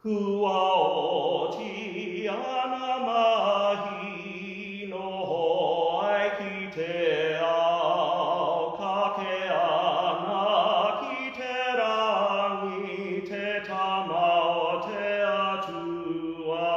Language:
Māori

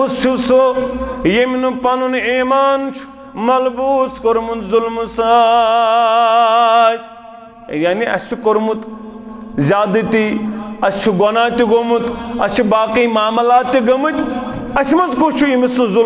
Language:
Kashmiri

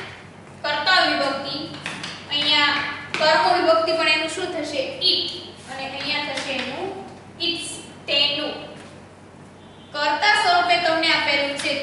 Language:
Gujarati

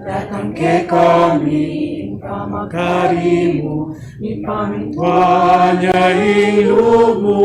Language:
Pampanga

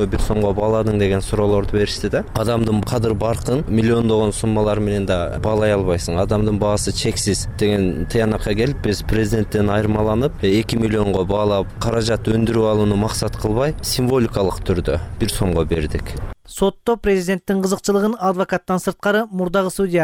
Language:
Kyrgyz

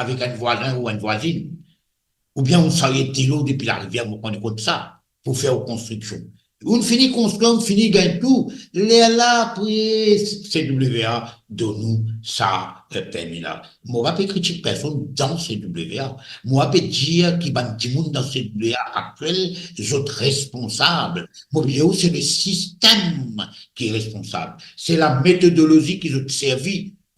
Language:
Morisyen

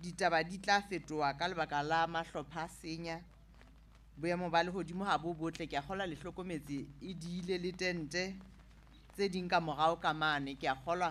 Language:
Southern Sotho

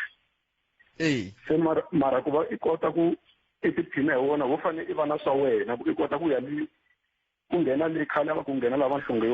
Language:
Tsonga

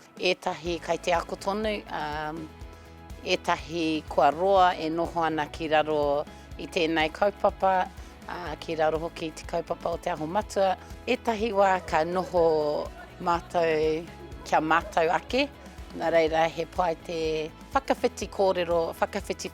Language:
Māori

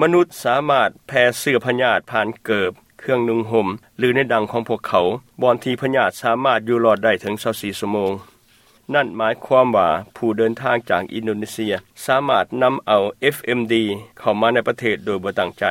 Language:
Lao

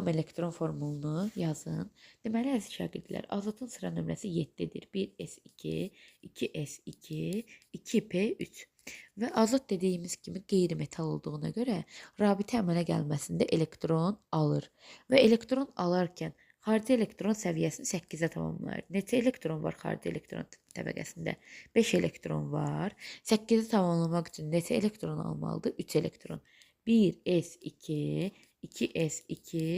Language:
Azerbaijani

